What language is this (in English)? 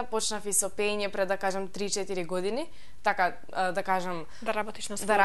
Macedonian